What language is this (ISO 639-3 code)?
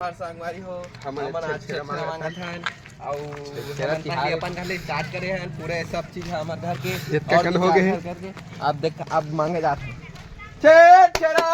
hne